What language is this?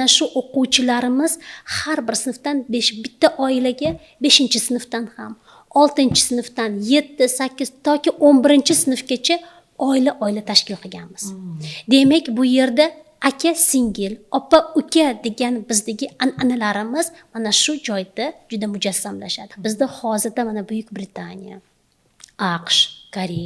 Uzbek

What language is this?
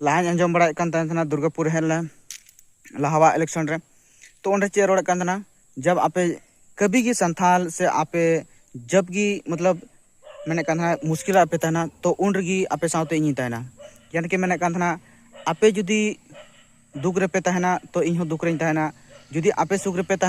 Santali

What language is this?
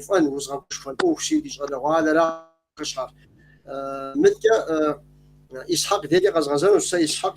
Kabardian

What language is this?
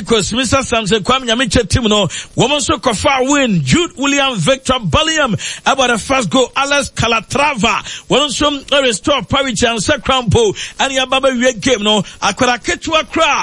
Akan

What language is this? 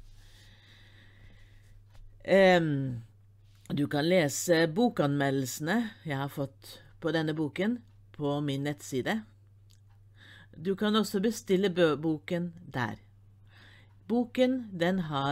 Norwegian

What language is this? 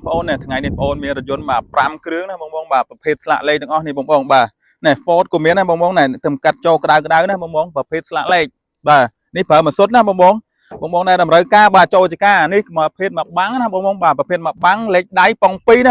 Khmer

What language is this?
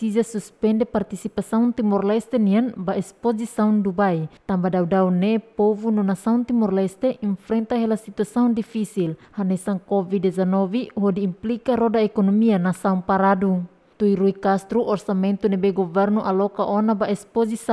Tetum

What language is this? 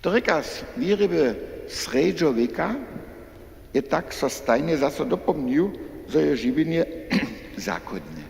Upper Sorbian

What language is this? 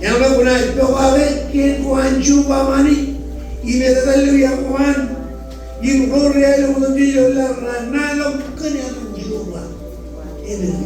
Marshallese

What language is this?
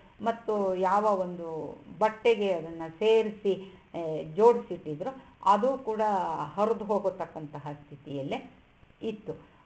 Kannada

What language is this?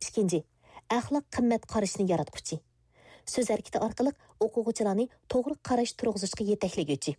Uyghur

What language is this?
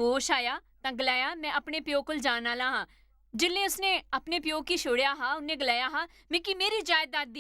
Dogri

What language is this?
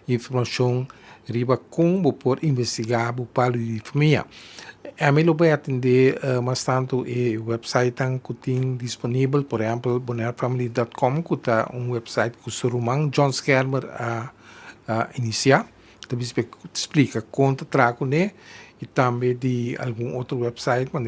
Papiamento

